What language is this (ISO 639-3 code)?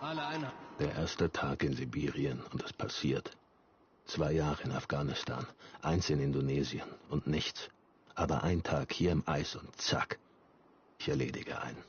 gsw